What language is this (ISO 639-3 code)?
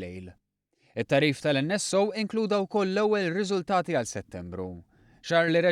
mlt